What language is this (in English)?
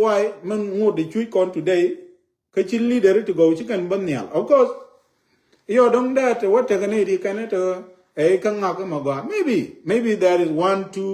Nuer